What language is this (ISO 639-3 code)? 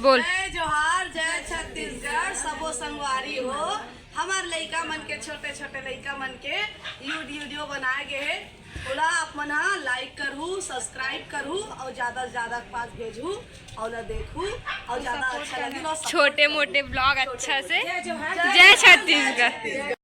hne